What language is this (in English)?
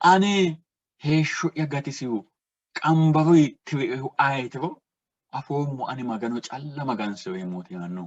Sidamo